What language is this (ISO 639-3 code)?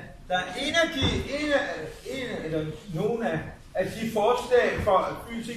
dan